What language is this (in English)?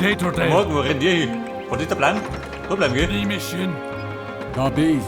Bavarian